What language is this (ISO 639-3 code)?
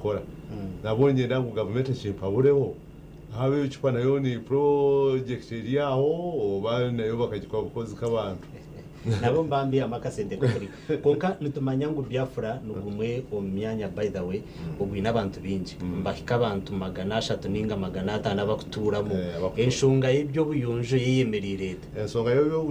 nyn